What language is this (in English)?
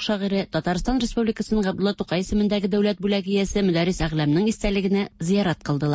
Tatar